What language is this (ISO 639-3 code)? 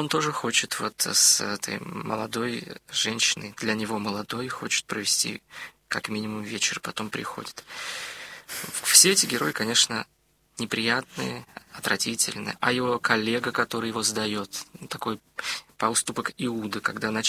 rus